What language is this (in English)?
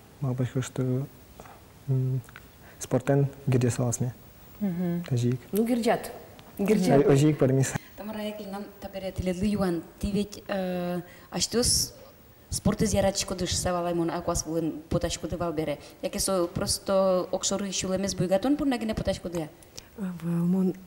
Udmurt